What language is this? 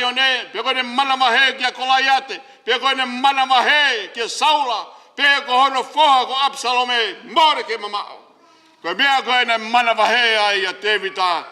Tongan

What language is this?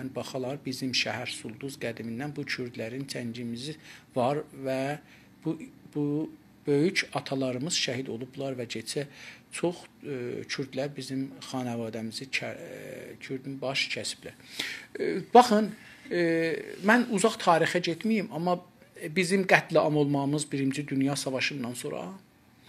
South Azerbaijani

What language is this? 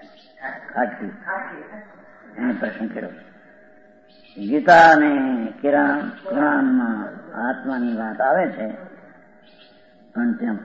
Gujarati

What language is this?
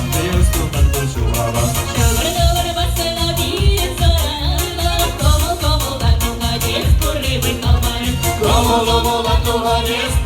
Chuvash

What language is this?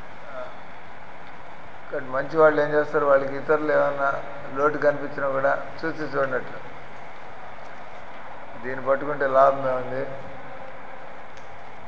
Telugu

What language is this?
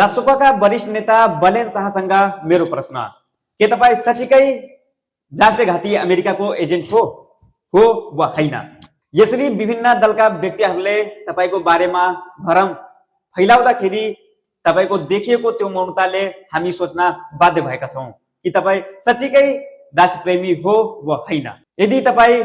Nepali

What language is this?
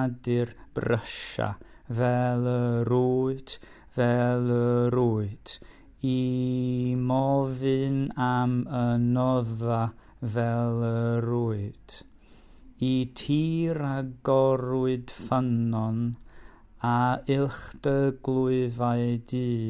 Welsh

